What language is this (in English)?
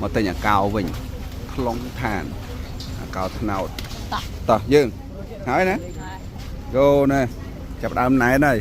Khmer